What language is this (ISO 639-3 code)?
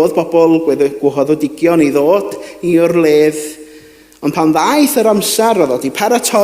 cym